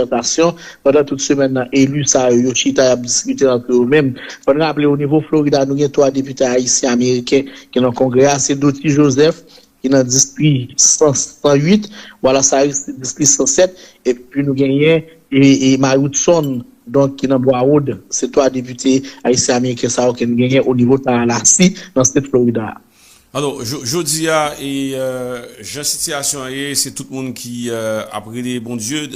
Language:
Haitian Creole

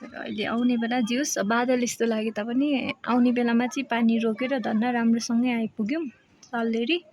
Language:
Nepali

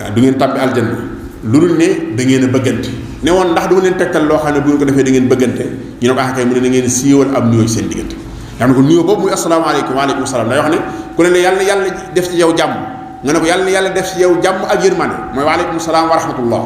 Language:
Wolof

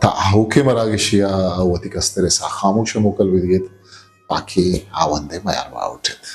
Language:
Eastern Balochi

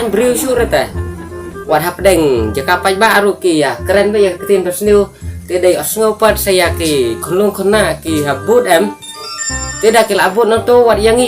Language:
Khasi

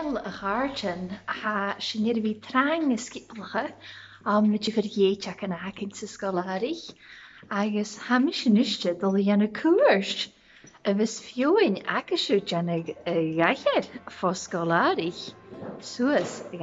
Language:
Scottish Gaelic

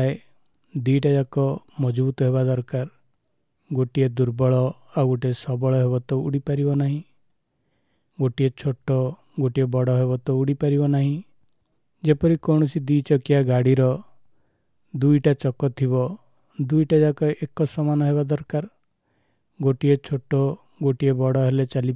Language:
Odia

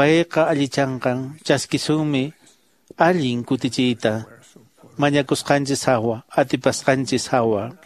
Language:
Quechua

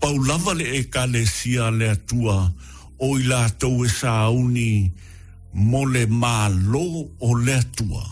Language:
Samoan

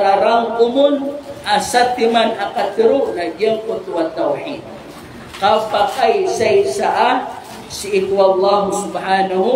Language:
Maranao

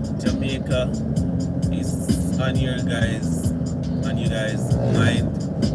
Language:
Jamaican Creole English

